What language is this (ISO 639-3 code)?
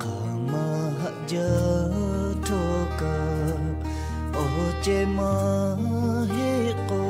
lhu